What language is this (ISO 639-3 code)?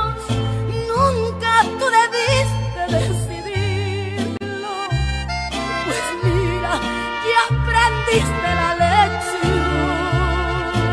spa